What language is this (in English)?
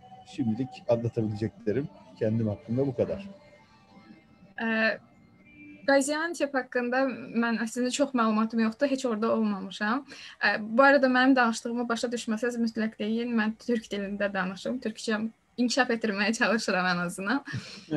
Turkish